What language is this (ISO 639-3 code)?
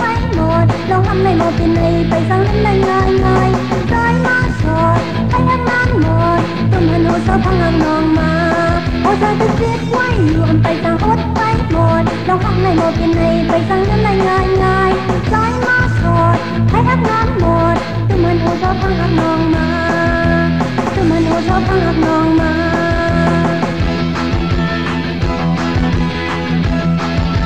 vie